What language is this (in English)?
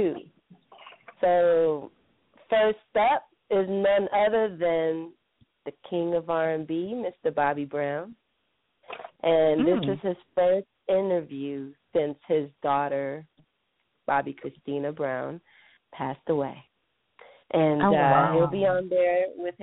English